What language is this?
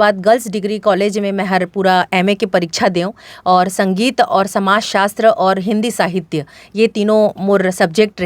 Chhattisgarhi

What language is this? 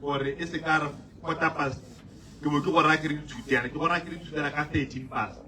Tswana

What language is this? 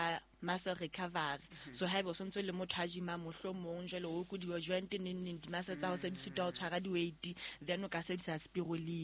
Southern Sotho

